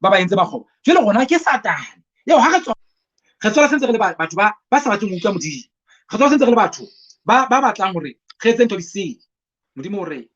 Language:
Southern Sotho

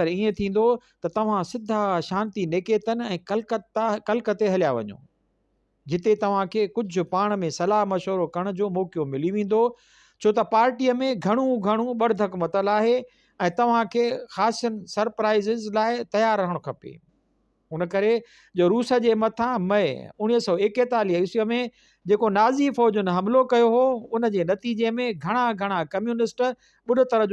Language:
Sindhi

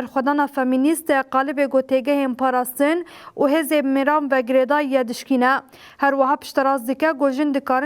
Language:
Kurdish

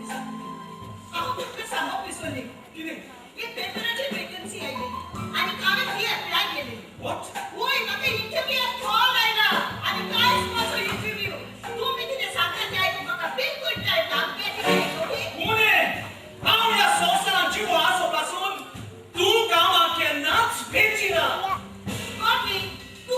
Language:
Konkani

